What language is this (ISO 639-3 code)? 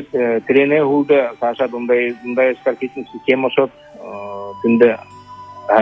bua